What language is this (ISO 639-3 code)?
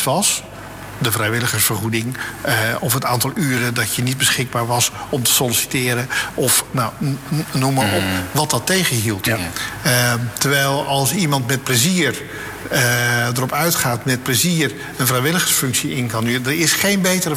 nld